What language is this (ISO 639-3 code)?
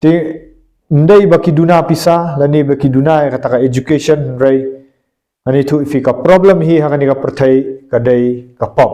kha